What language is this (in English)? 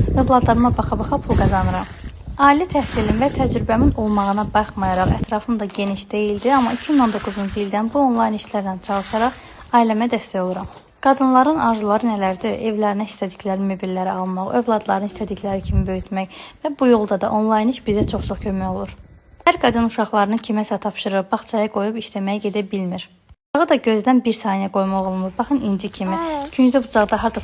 Azerbaijani